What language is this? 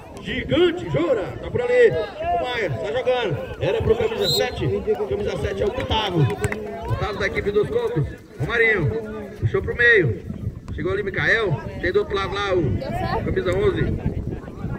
Portuguese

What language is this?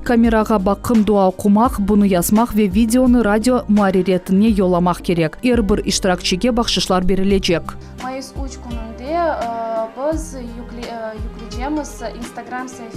Crimean Tatar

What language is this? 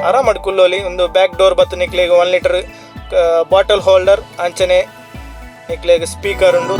Tulu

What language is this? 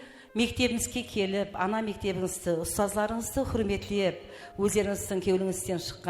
Kara-Kalpak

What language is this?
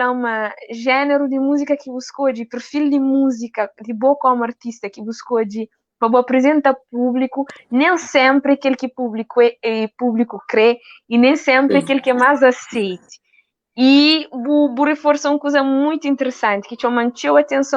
Kabuverdianu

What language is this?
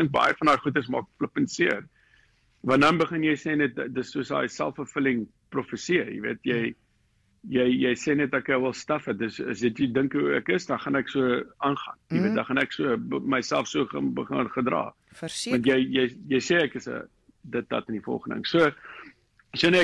Afrikaans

